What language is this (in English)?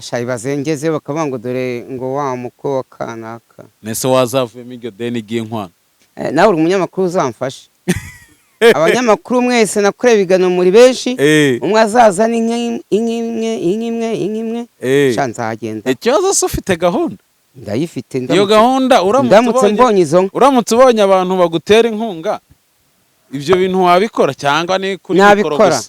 Kinyarwanda